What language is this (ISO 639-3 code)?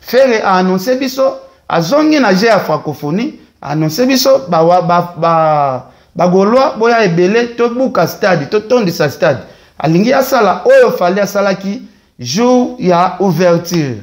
lin